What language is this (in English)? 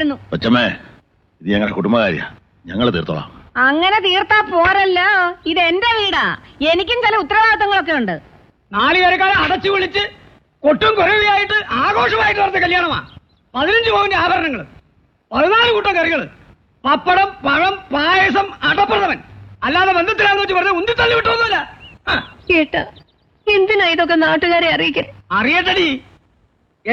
Malayalam